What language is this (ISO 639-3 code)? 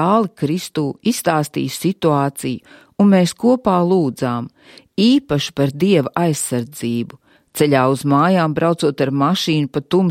lav